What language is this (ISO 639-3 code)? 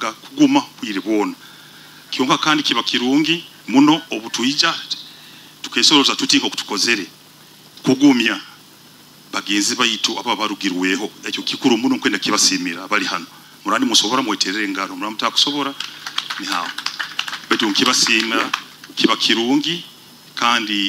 nyo